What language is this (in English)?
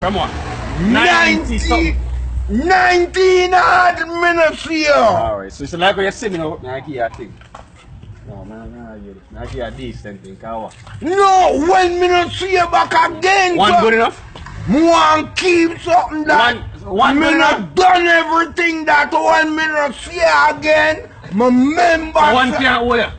Jamaican Creole English